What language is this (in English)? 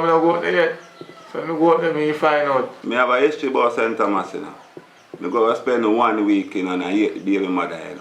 Jamaican Creole English